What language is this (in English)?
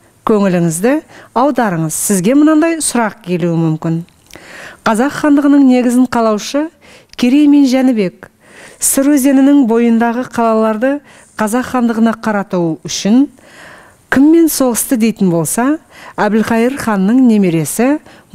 Kazakh